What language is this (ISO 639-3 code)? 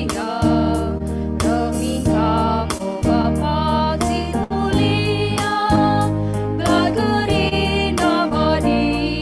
btx